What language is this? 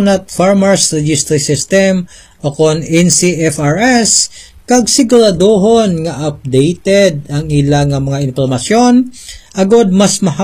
Hiligaynon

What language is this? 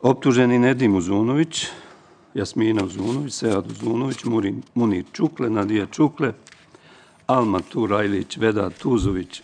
Bosnian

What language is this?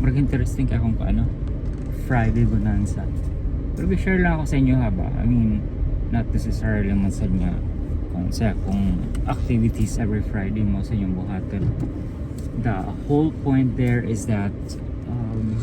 Cebuano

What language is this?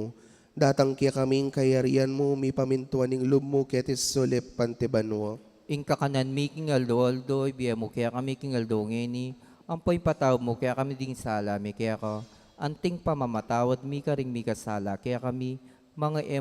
Pampanga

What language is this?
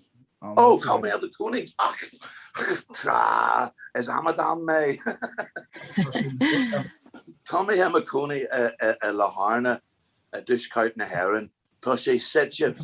Irish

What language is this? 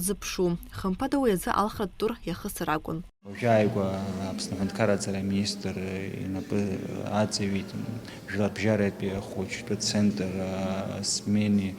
Abkhazian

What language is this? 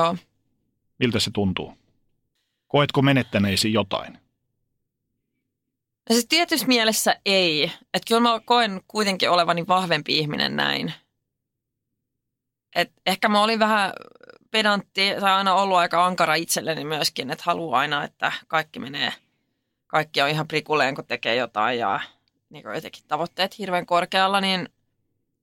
Finnish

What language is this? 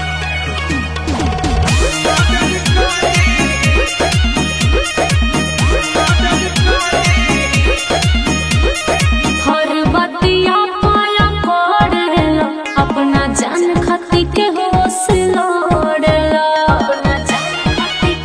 Bhojpuri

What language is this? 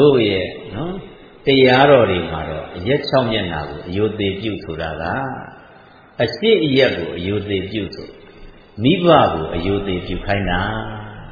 Burmese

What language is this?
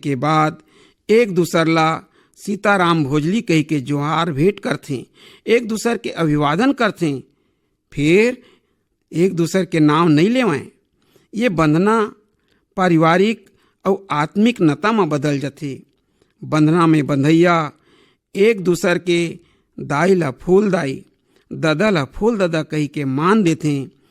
Chhattisgarhi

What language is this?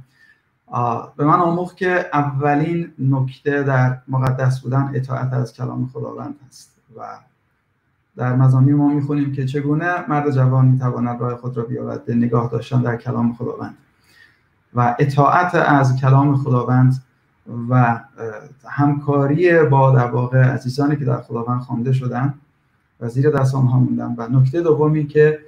Persian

